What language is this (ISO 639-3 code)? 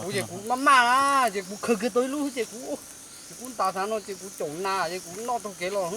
hmn